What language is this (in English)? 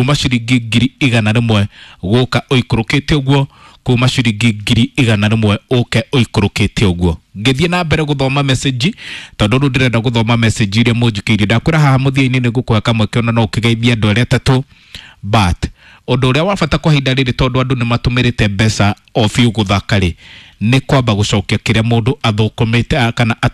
Kikuyu